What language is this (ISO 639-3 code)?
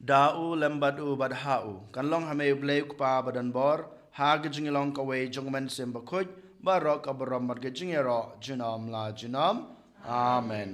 kha